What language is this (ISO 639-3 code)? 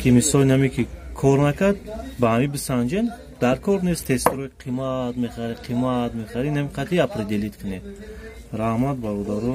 tgk